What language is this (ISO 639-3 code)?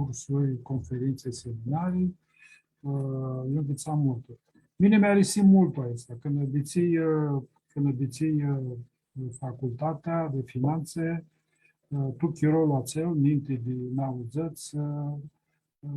rup